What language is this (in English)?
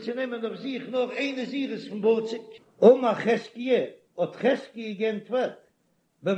Yiddish